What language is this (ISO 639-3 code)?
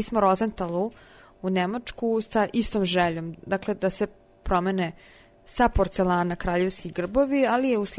srp